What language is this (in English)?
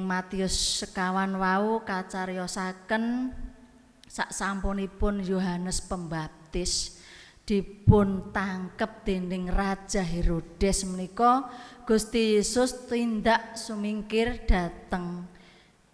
Javanese